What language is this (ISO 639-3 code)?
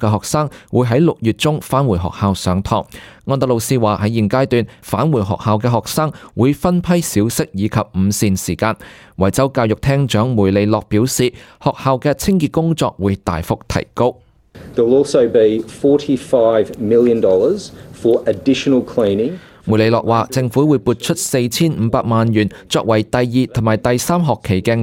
yue